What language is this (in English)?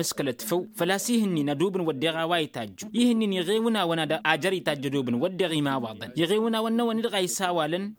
Tamasheq